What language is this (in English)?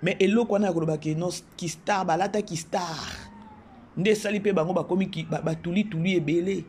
Lingala